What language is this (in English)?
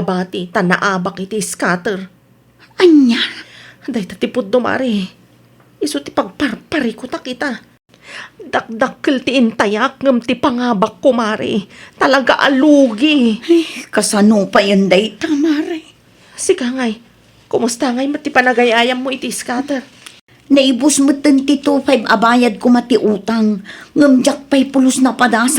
Iloko